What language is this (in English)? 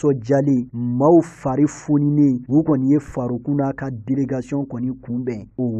Bambara